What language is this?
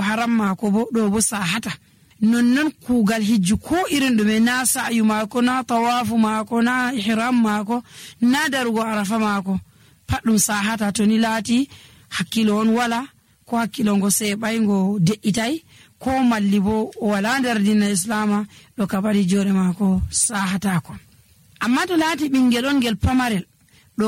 Nigerian Fulfulde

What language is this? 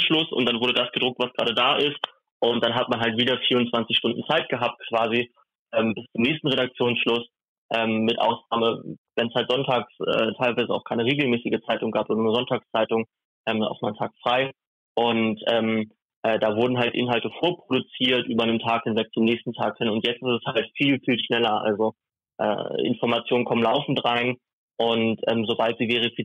German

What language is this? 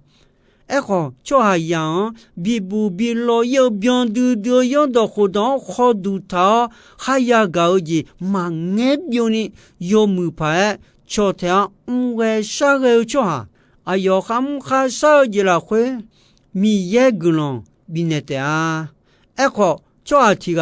Akha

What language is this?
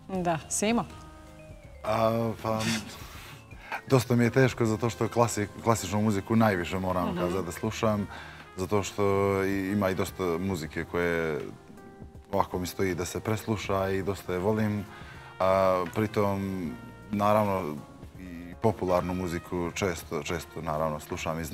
Bosnian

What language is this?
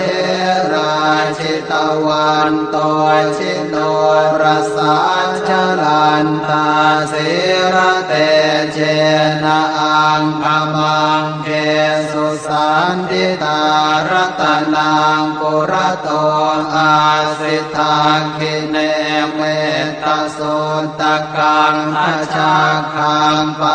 Pali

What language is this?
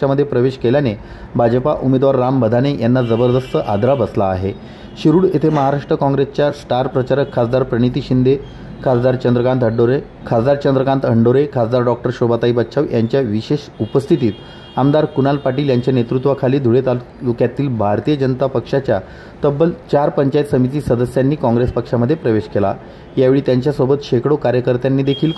Marathi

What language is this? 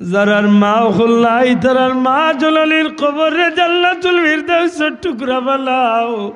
Sylheti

